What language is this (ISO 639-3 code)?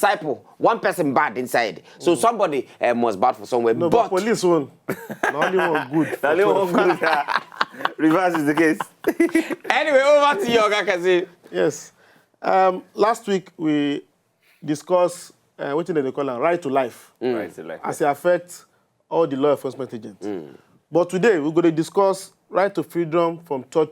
pcm